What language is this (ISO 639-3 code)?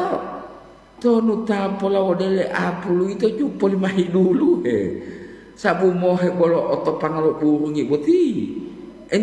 gor